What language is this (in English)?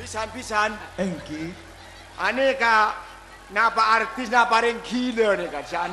Madurese